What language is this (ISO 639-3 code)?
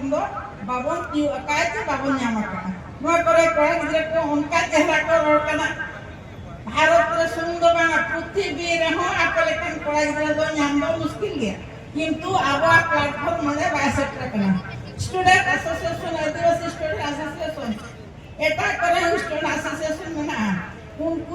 sat